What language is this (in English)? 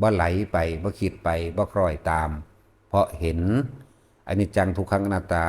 Lao